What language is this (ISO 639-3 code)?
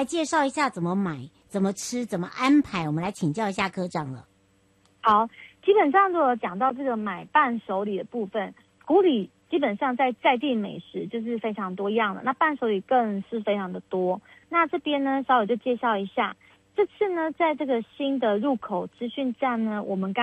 zho